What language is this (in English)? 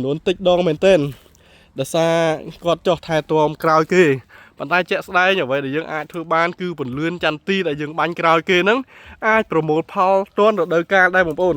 Khmer